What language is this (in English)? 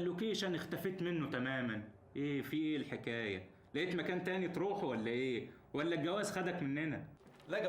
Egyptian Arabic